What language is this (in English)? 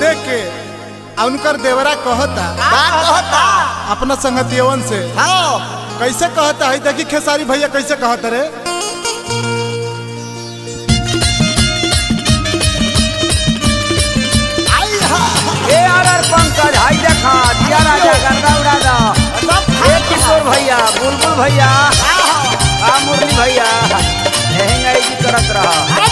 Bhojpuri